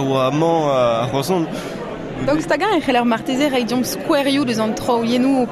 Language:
Breton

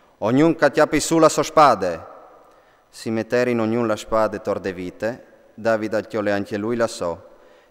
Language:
Friulian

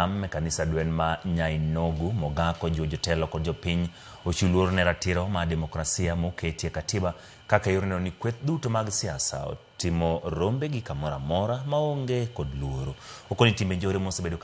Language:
Luo (Kenya and Tanzania)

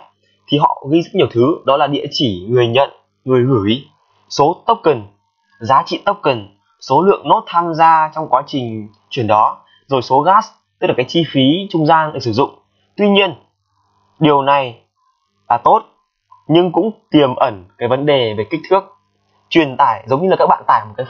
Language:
Vietnamese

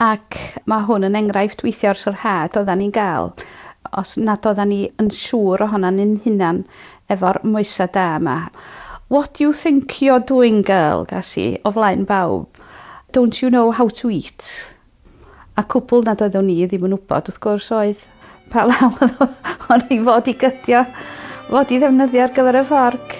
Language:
Welsh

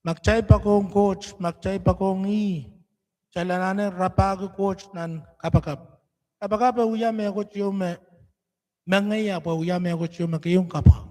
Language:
Pohnpeian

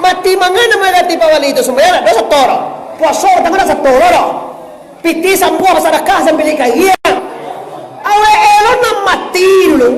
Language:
Minangkabau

